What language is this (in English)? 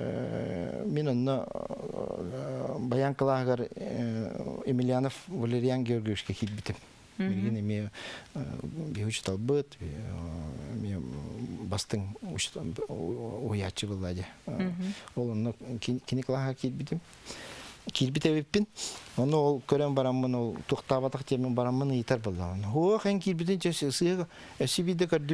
Yakut